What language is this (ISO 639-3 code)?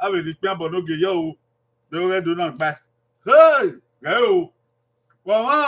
bin